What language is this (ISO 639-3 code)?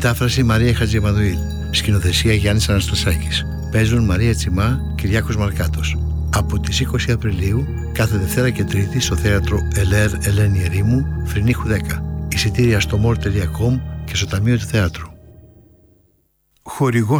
ell